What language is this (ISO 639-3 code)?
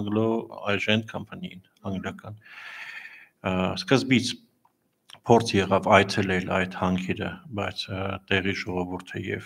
hye